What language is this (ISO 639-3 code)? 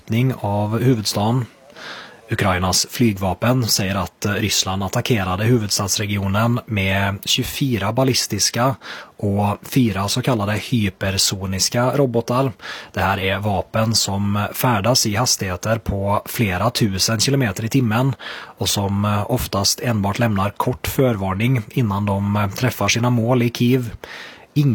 swe